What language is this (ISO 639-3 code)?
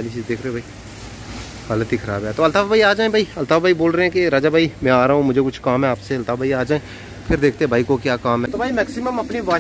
hin